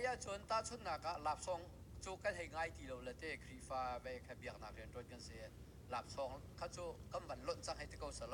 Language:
Hakha Chin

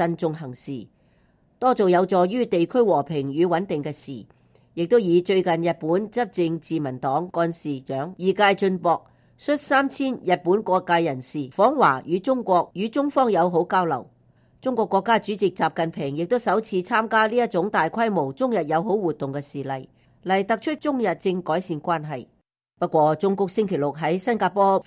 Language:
Cantonese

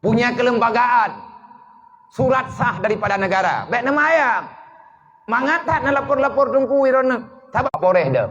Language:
Achinese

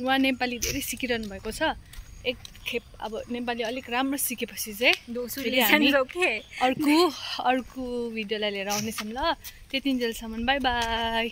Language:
Nepali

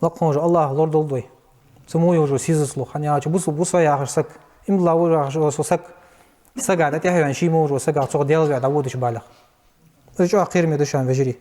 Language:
Ingush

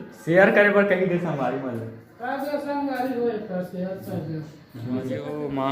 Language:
Chhattisgarhi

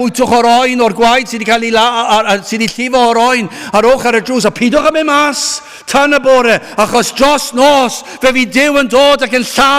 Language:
Welsh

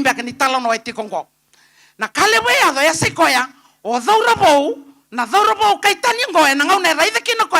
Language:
Fijian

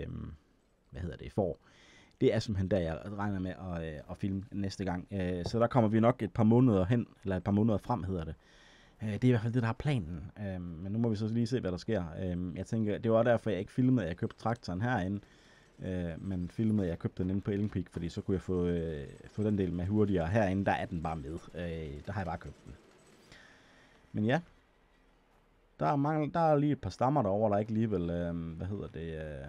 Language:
Danish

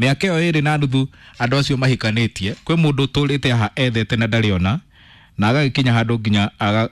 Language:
Kikuyu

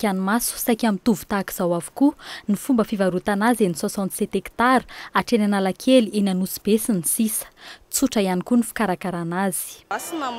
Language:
Malagasy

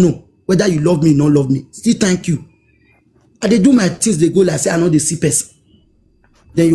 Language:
Nigerian Pidgin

